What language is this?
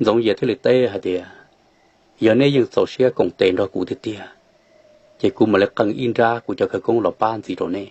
Hmong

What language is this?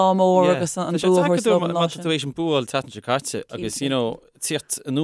Irish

